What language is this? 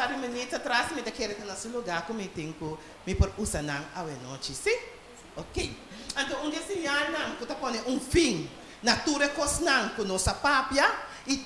Papiamento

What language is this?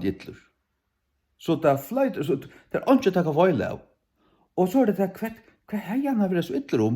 Faroese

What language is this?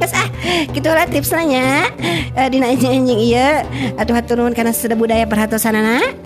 Sundanese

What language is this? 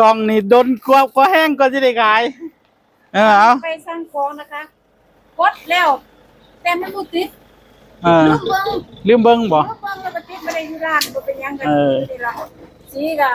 Northeastern Thai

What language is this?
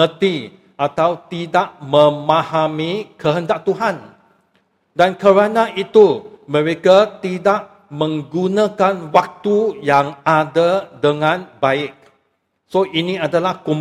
Malay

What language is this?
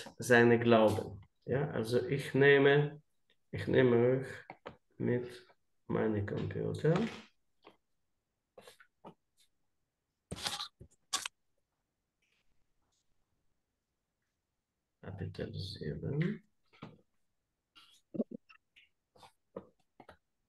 German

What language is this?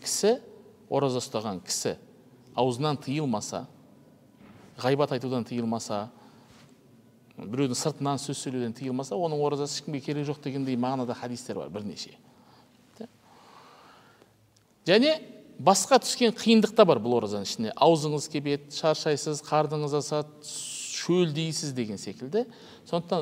Kazakh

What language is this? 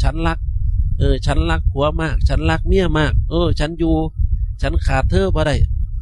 Northeastern Thai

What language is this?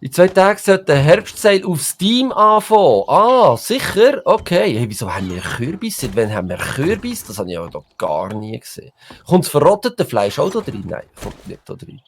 Swiss German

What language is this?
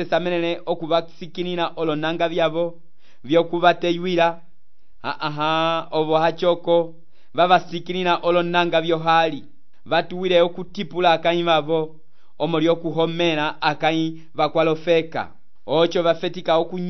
Umbundu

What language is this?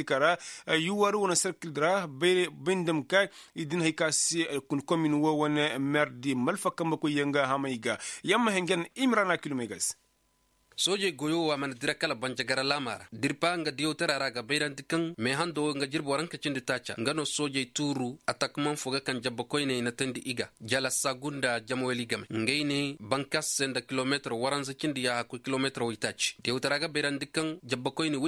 Koyraboro Senni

